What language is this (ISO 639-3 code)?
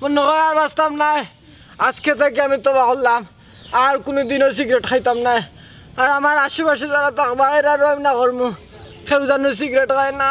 syl